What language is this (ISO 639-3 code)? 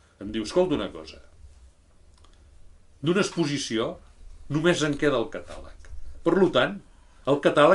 cat